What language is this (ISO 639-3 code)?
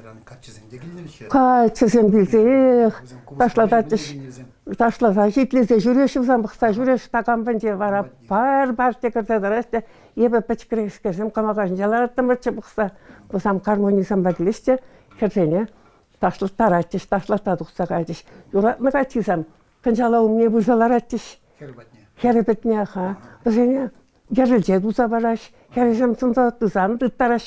chv